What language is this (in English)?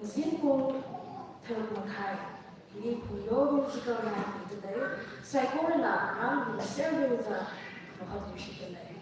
Tangkhul Naga (India)